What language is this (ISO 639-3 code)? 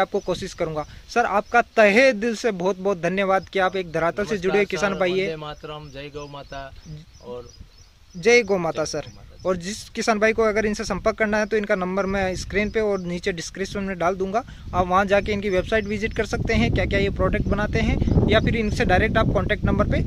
hin